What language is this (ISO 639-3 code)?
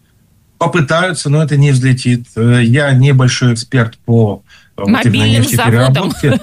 rus